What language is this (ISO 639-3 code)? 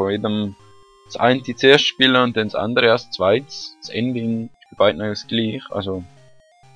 gsw